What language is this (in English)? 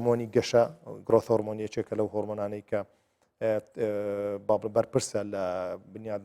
Central Kurdish